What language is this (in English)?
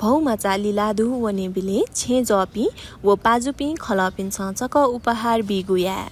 Newari